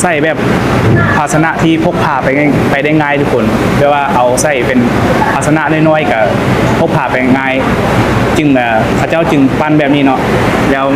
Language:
Lao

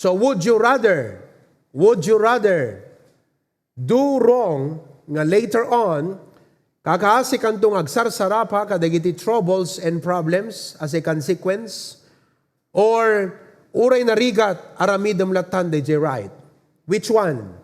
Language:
Iloko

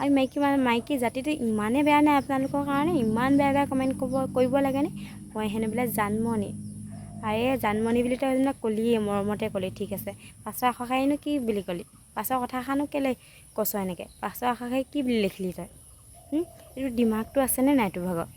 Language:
Assamese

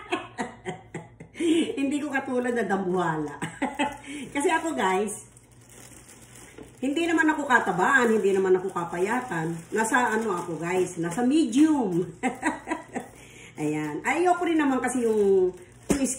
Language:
Filipino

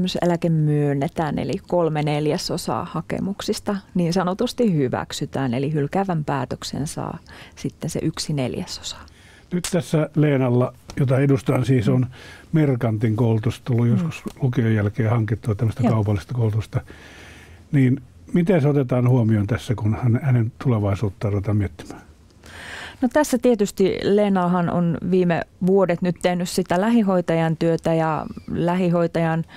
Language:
Finnish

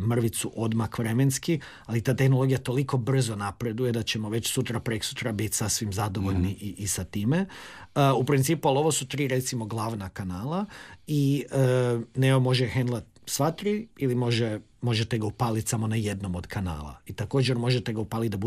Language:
Croatian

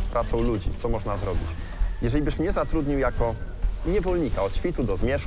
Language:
Polish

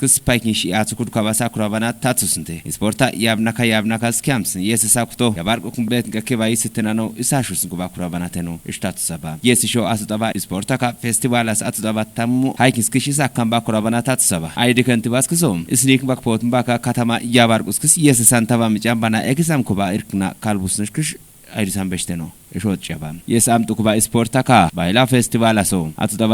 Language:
Kafa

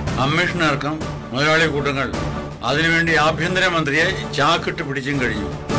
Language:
Malayalam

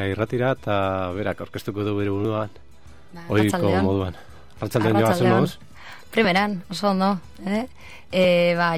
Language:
Basque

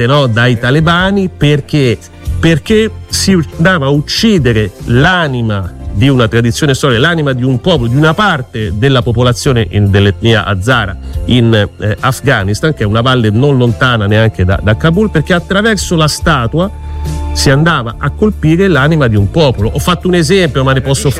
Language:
Italian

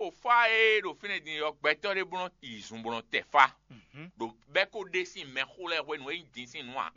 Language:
Fon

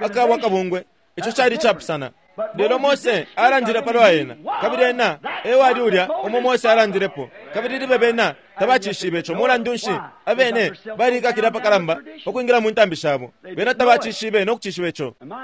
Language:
Bemba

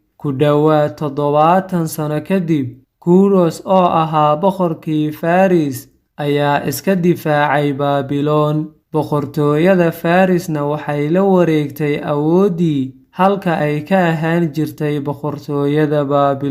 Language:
Somali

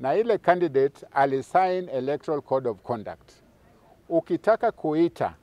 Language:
Meru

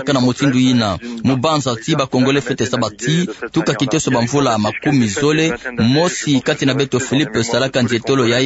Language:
Kituba (Democratic Republic of Congo)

